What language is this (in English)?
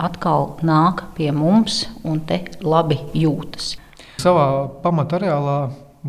Latvian